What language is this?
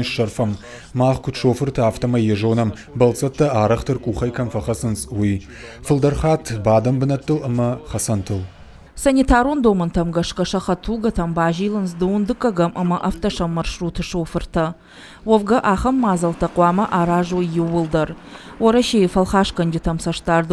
Ossetic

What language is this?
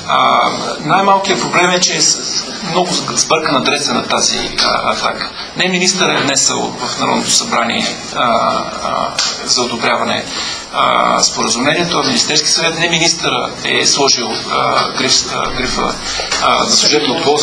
Bulgarian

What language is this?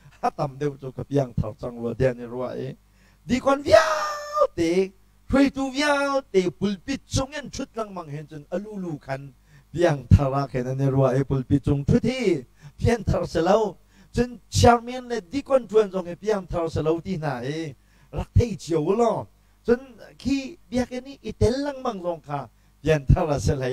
Hakha Chin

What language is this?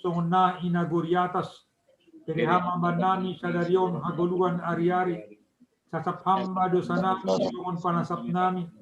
Batak Simalungun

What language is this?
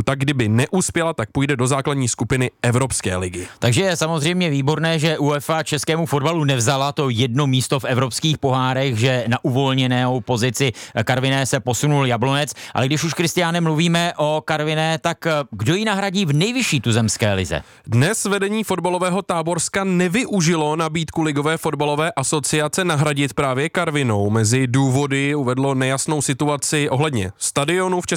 Czech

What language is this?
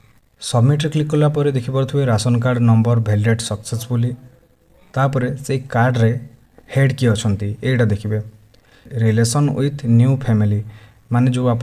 Odia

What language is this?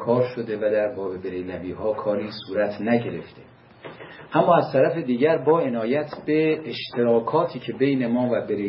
Persian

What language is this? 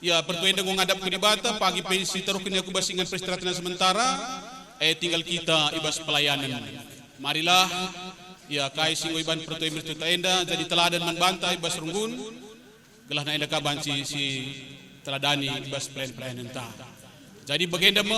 Batak Karo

